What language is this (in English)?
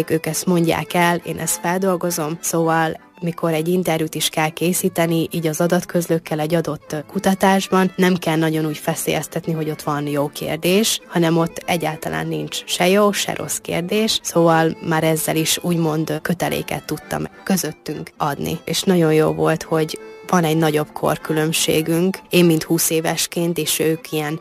Hungarian